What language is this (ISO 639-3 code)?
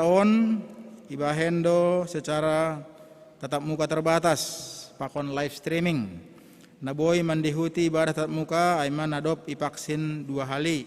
bts